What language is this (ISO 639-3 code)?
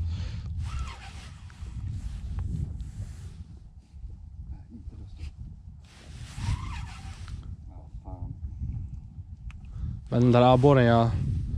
swe